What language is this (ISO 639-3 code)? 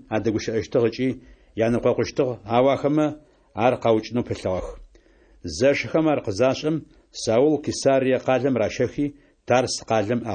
ady